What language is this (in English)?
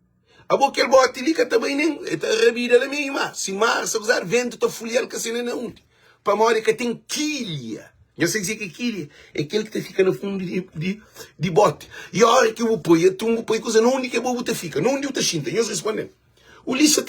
Kabuverdianu